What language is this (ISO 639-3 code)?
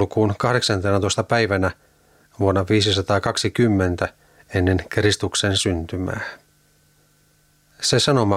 fin